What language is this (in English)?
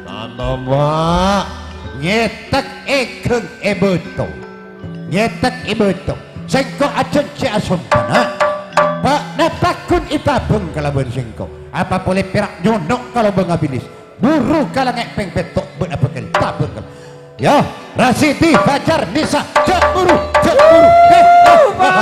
Madurese